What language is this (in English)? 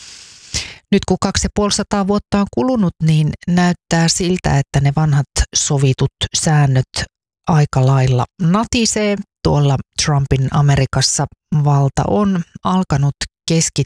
Finnish